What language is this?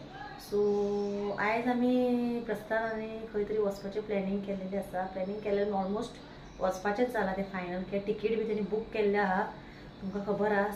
Konkani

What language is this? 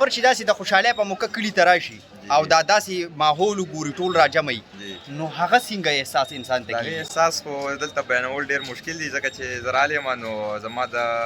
Pashto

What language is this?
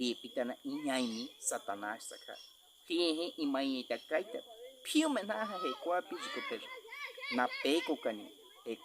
Baniwa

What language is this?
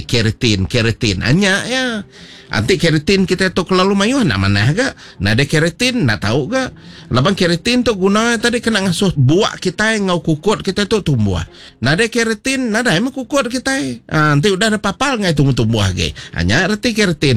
Iban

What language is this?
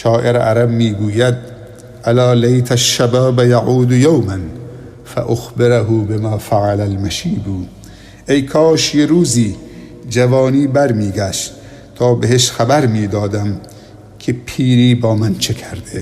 Persian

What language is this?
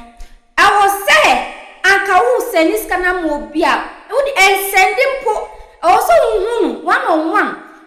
Akan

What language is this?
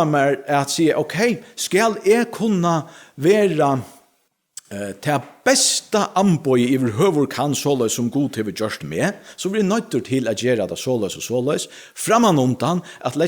Faroese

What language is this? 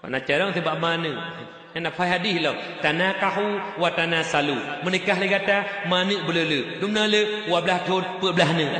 Achinese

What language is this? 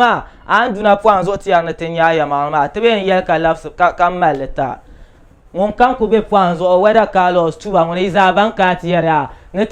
Dagbani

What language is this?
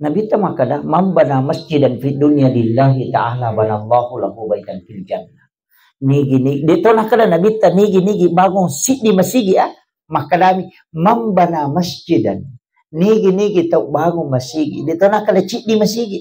Buginese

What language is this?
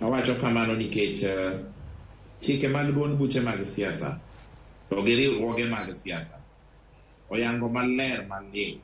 Luo (Kenya and Tanzania)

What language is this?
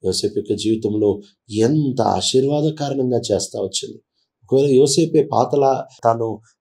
Telugu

